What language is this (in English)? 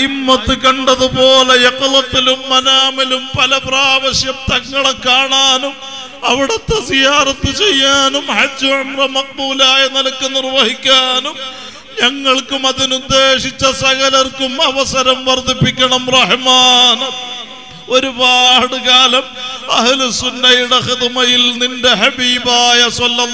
Malayalam